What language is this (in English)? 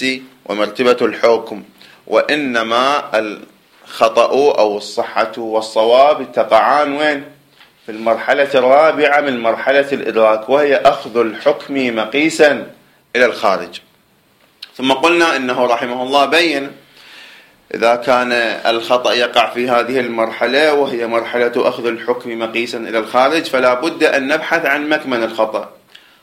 Arabic